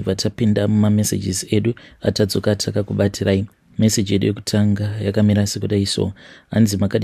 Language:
Shona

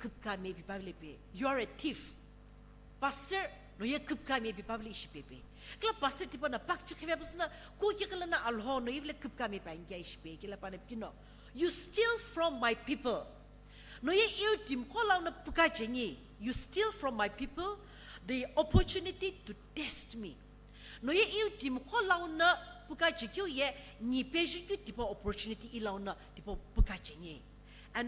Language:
Sumi Naga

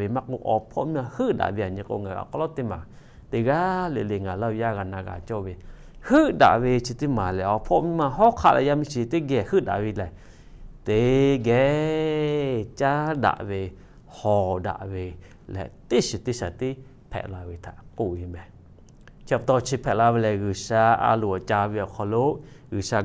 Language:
Lahu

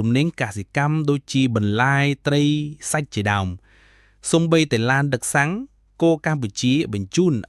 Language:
Khmer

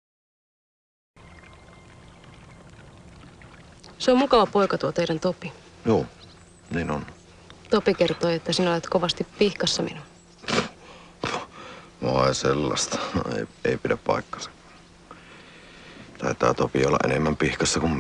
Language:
Finnish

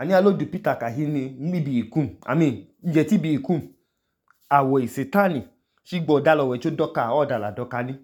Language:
Idoma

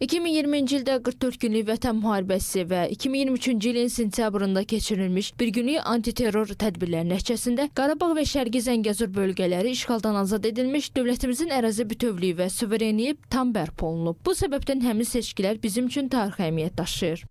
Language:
Azerbaijani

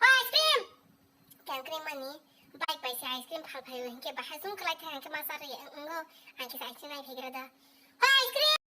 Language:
Kok Borok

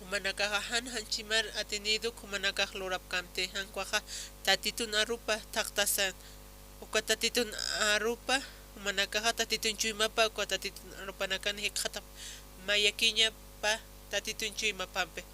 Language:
Aymara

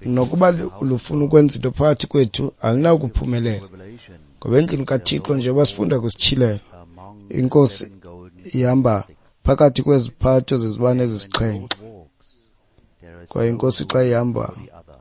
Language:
Xhosa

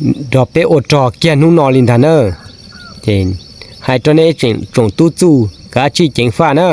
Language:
Hmong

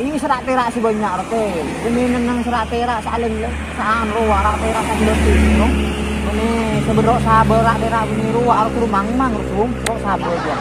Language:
Madurese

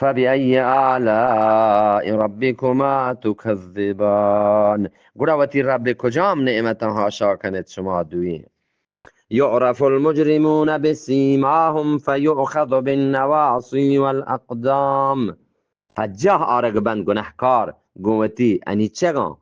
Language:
Eastern Balochi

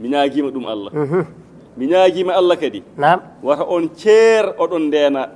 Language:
Fula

